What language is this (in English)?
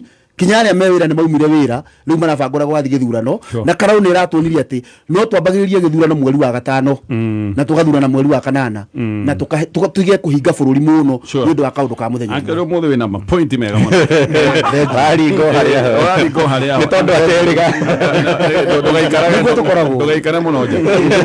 Kikuyu